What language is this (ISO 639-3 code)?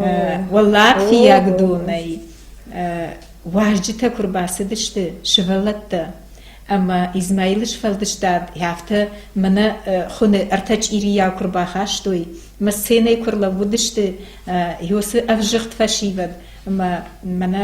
oss